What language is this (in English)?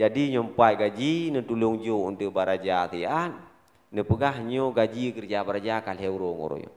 Achinese